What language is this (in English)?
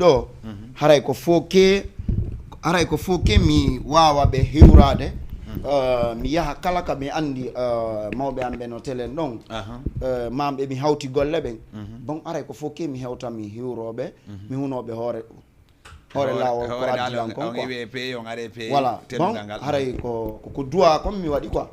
Fula